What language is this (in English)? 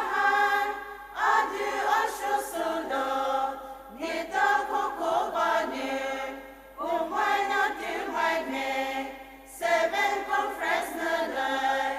Poumei Naga